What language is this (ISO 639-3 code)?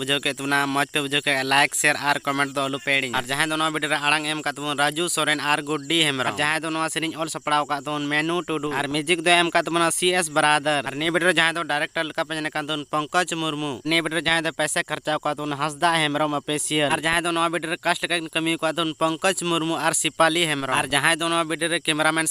sat